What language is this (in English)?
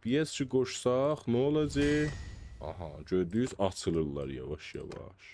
South Azerbaijani